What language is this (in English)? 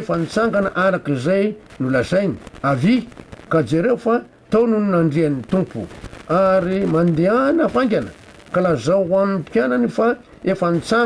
Malagasy